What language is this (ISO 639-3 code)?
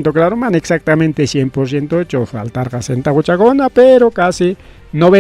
quy